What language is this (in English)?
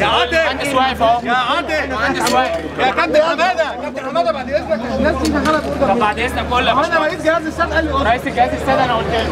Egyptian Arabic